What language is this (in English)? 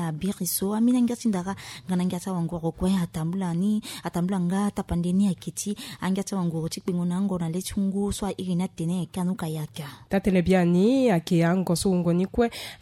Sango